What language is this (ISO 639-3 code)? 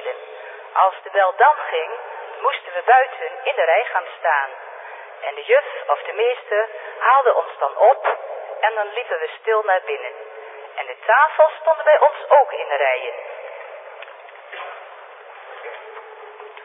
nld